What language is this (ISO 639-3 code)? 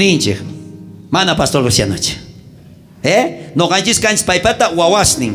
quh